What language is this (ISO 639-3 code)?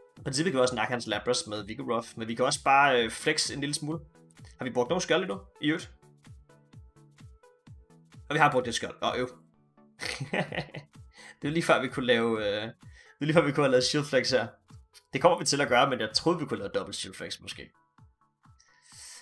dan